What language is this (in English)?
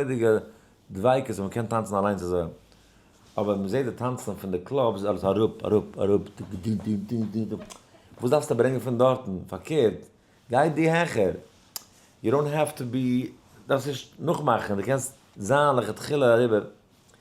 Yiddish